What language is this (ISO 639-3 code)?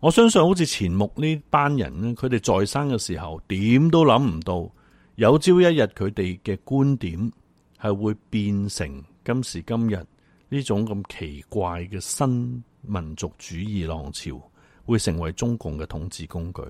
yue